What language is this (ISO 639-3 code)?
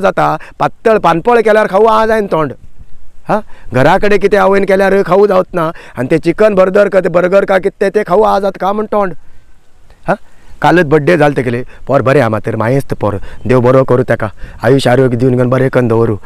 kok